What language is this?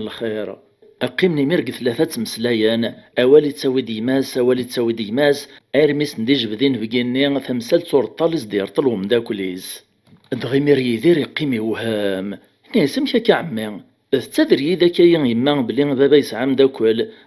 Kabyle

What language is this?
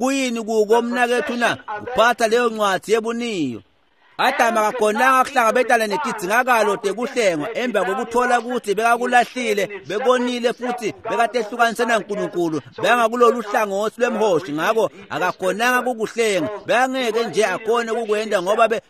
Swati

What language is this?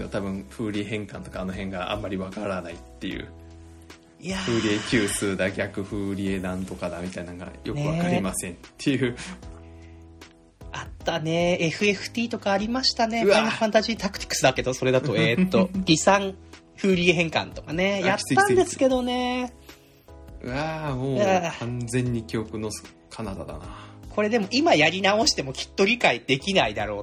Japanese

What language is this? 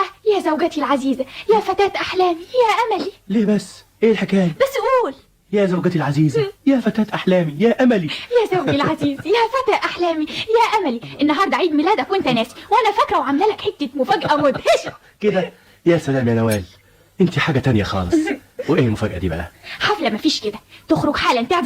Egyptian Arabic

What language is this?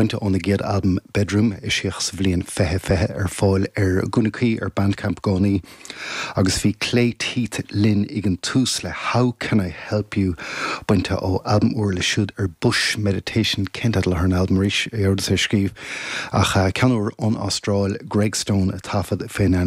Irish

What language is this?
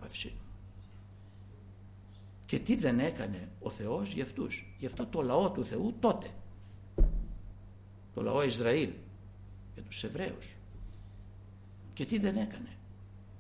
Greek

